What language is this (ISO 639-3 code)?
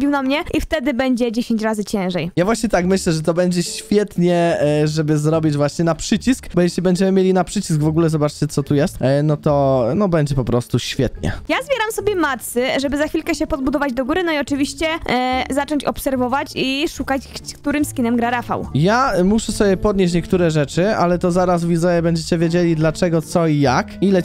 pol